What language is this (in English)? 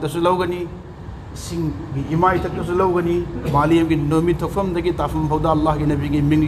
Manipuri